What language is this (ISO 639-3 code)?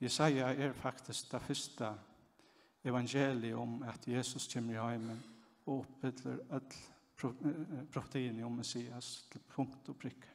fao